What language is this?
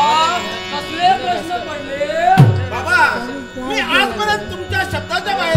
Marathi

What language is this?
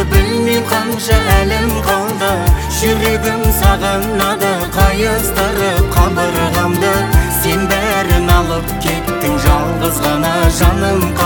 Kazakh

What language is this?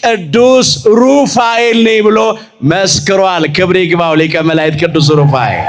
Amharic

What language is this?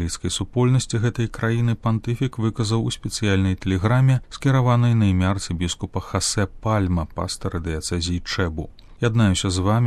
Belarusian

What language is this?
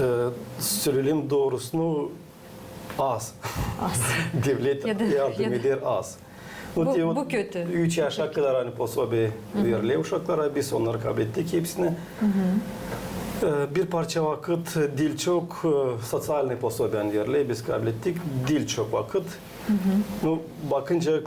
Gagauz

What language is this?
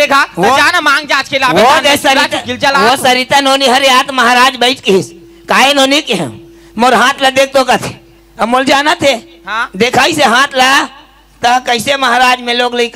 Chhattisgarhi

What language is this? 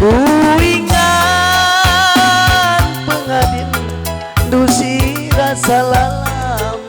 Batak Karo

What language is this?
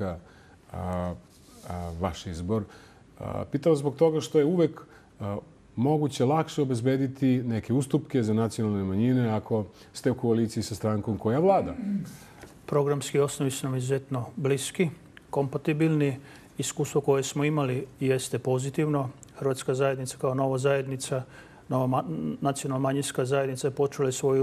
Serbian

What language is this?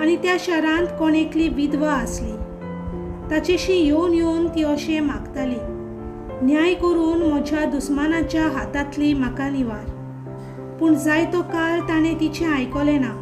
Konkani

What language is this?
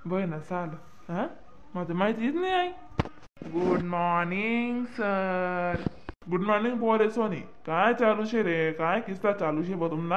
Khandesi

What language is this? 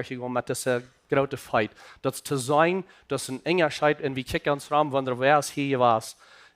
Plautdietsch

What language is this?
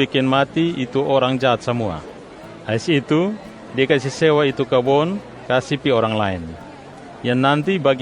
Kupang Malay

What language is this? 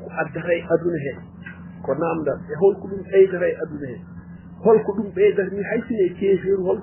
Fula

